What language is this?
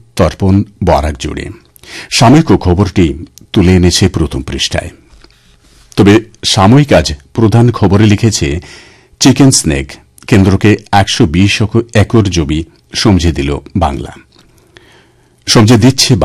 Bangla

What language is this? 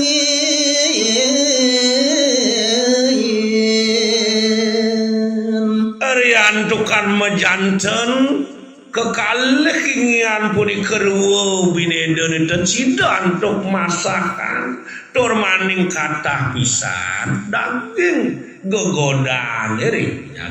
Balinese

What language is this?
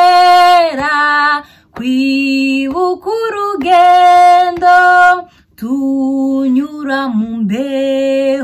Kinyarwanda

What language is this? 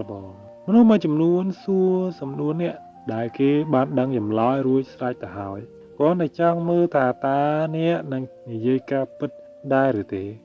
Khmer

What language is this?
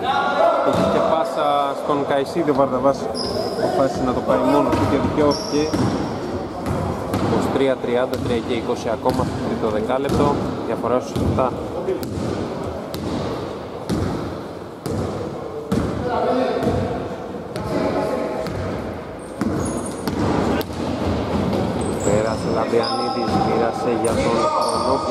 Greek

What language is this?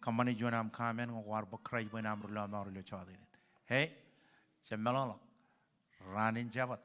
Marshallese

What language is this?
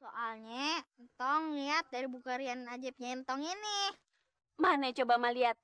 Betawi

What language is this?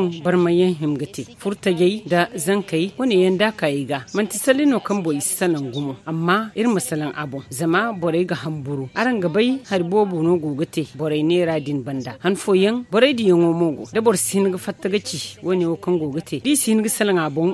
Zarma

